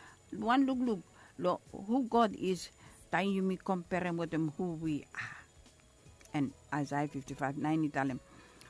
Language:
Bislama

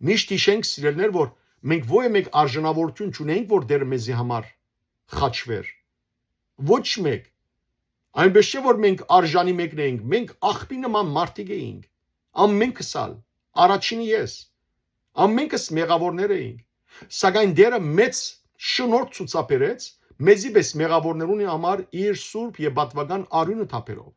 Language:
Western Armenian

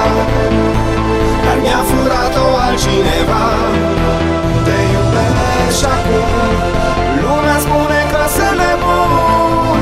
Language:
Romanian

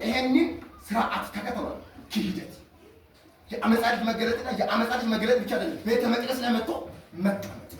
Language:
Amharic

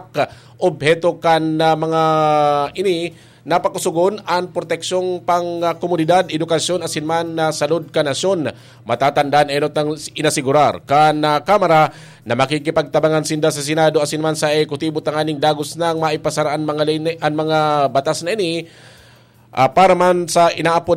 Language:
Bikol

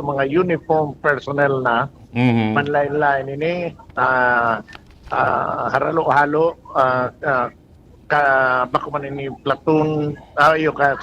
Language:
Bikol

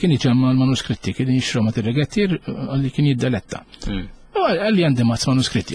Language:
Maltese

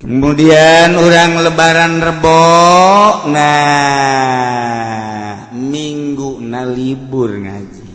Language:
Sundanese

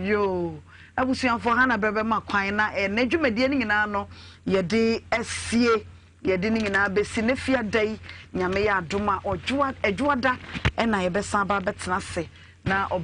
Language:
Akan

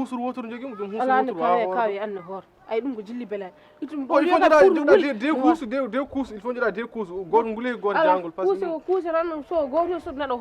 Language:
Fula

